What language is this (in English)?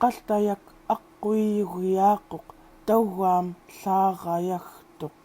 Central Yupik